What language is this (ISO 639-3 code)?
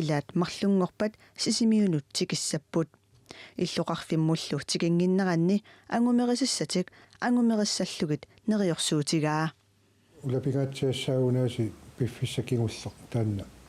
kal